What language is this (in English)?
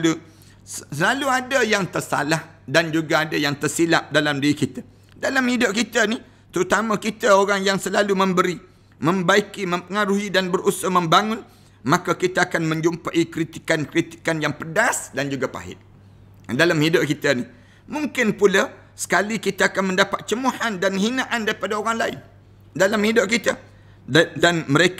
Malay